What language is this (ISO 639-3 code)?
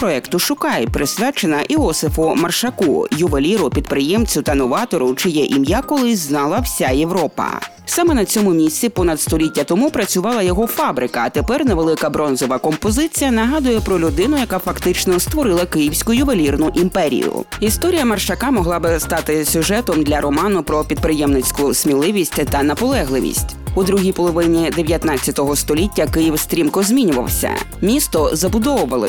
ukr